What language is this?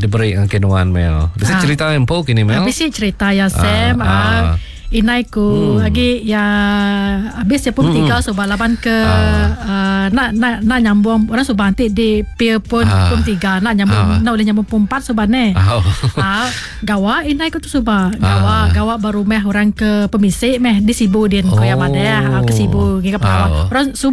Iban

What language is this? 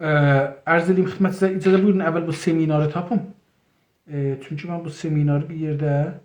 South Azerbaijani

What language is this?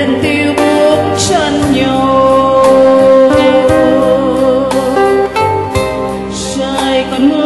Vietnamese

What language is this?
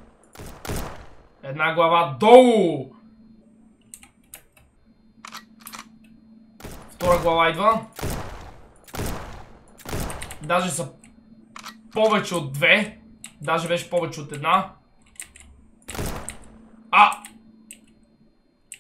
Bulgarian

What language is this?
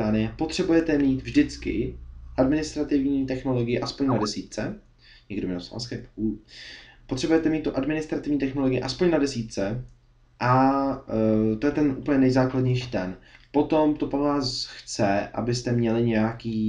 Czech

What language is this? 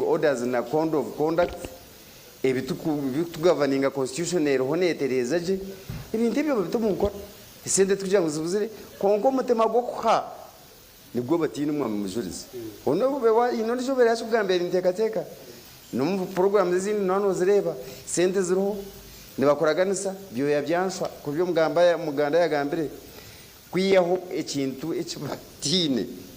Nyankole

